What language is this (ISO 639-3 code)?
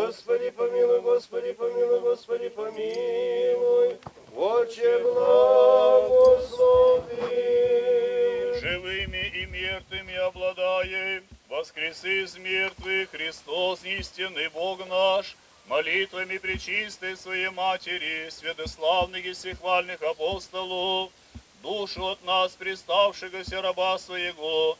gag